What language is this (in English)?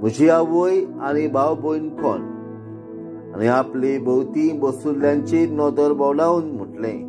Konkani